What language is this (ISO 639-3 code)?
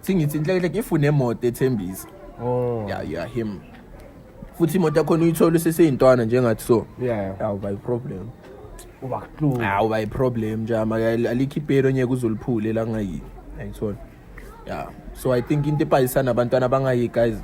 zul